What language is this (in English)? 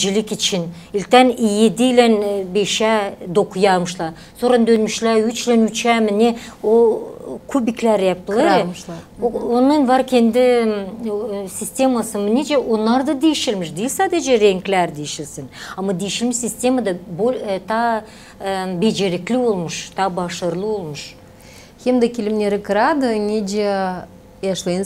Gagauz